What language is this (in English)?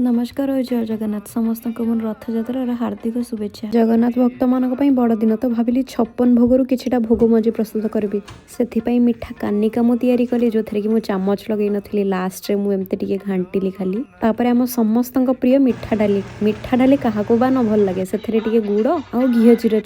Odia